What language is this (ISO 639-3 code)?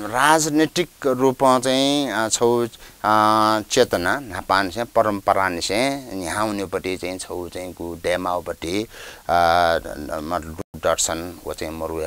new